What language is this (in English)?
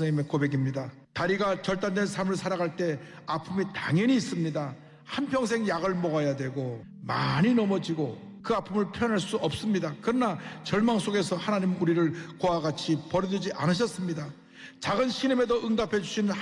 Korean